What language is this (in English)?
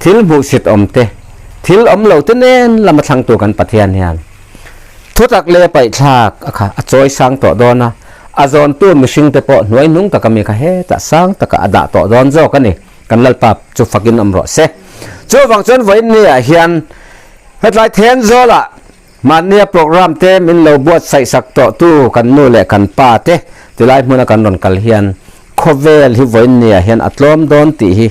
Mizo